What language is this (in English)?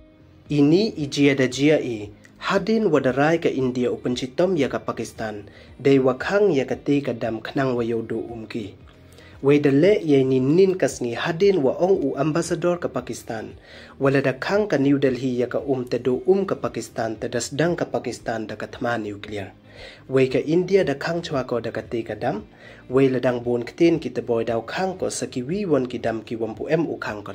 Pnar